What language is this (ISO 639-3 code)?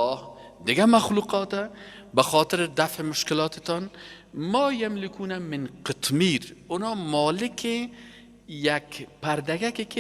fas